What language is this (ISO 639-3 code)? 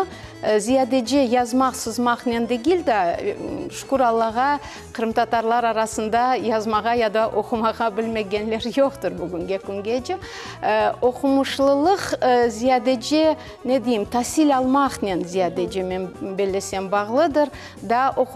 crh